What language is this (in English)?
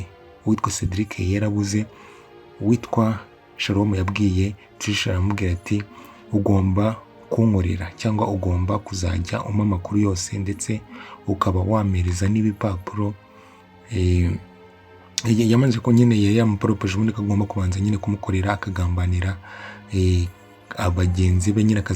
Kinyarwanda